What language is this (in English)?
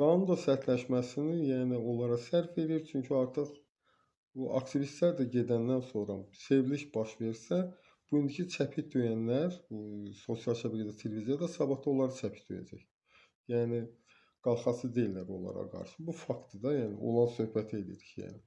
Azerbaijani